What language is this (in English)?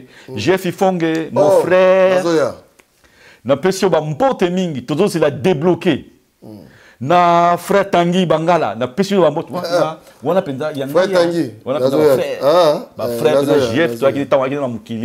Lingala